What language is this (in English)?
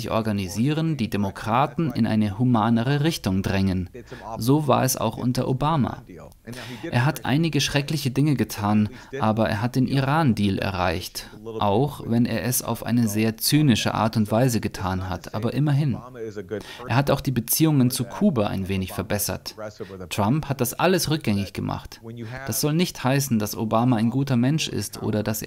German